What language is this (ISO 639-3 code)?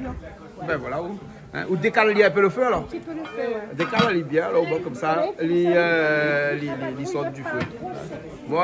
rcf